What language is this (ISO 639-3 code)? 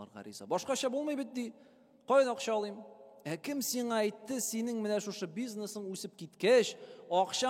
tat